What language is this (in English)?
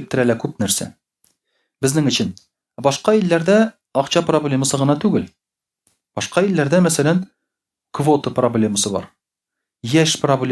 Tatar